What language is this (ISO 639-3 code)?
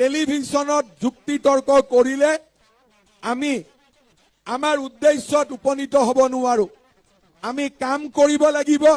asm